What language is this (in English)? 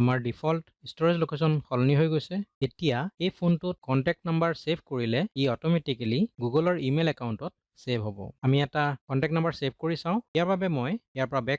Assamese